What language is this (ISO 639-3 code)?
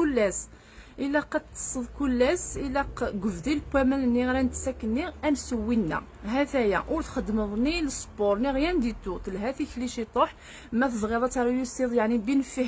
kab